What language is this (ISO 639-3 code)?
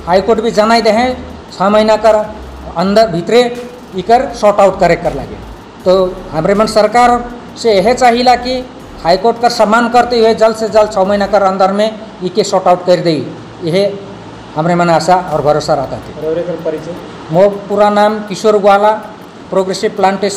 sck